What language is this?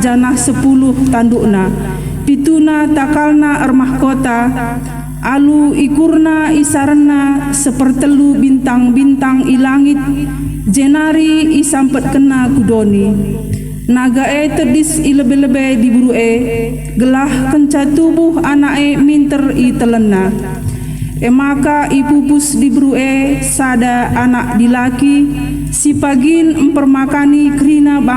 Batak Karo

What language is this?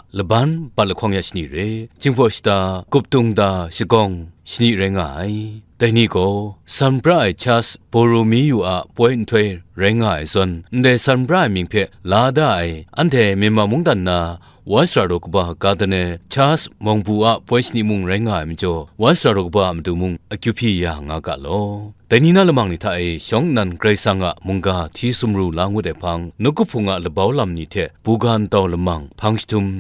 Kachin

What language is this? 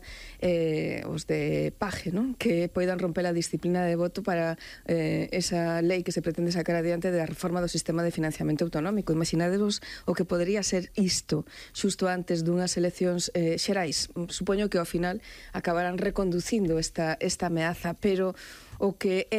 Galician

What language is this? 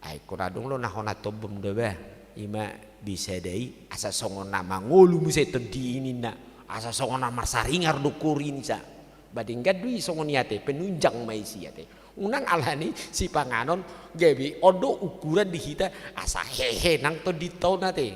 Batak Toba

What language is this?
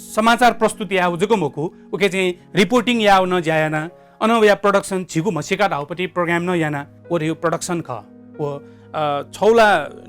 Newari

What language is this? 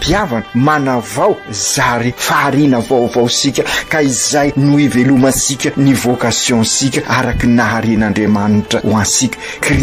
Malagasy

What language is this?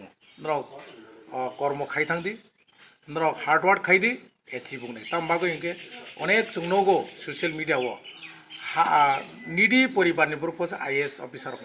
Kok Borok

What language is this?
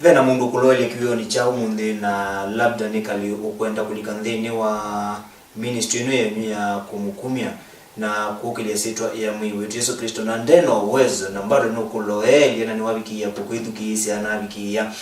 Kamba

